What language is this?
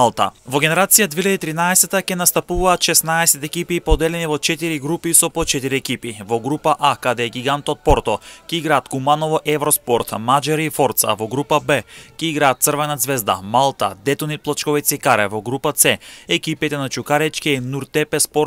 Macedonian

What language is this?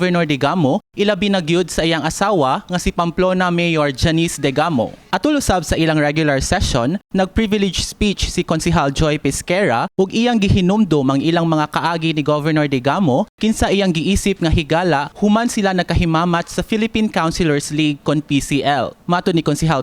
Cebuano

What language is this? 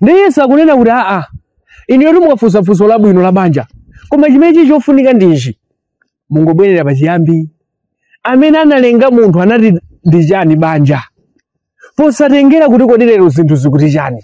Nyanja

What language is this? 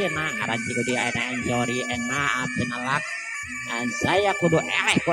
Sundanese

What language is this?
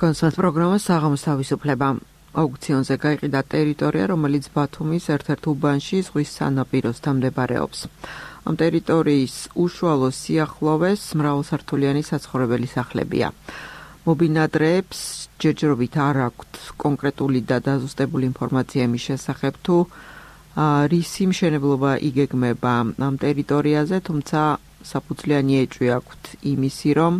Georgian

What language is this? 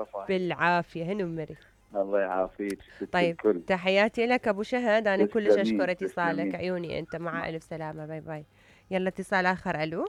Mesopotamian Arabic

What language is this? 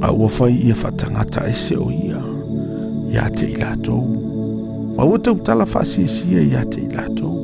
Samoan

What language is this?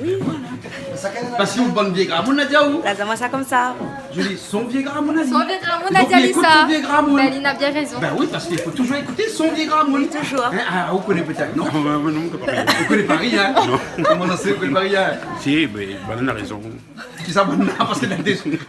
Réunion Creole French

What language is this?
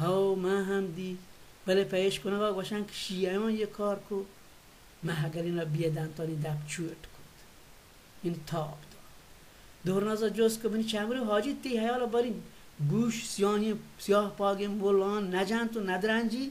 Baluchi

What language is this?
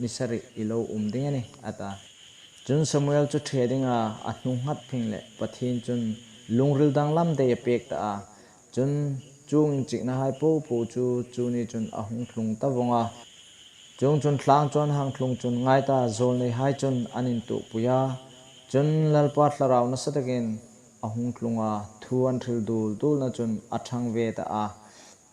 Hmar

